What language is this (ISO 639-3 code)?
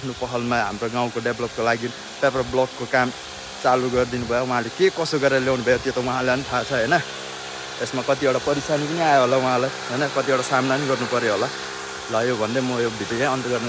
nep